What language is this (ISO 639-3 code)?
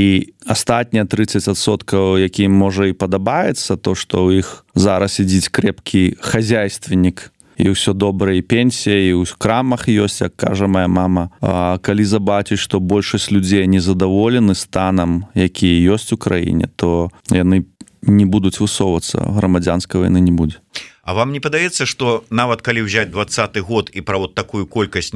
bel